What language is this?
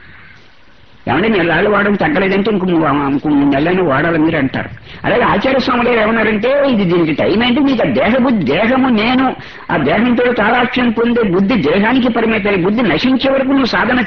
Telugu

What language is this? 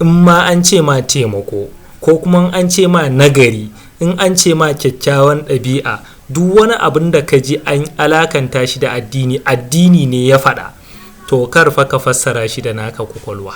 Hausa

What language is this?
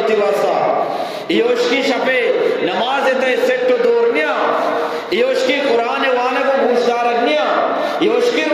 Eastern Balochi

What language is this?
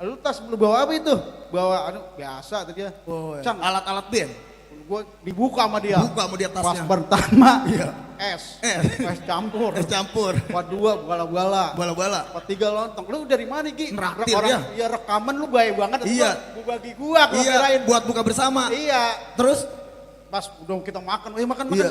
Betawi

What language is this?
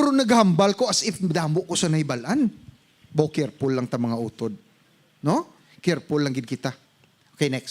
Hiligaynon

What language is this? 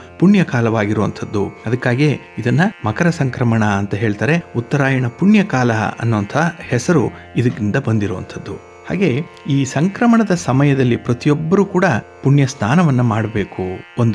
Kannada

